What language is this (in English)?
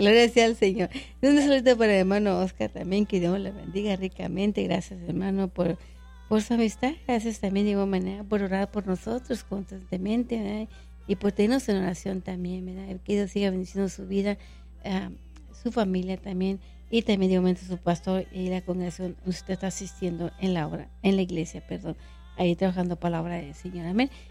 Spanish